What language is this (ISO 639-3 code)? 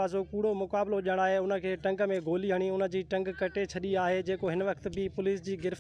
snd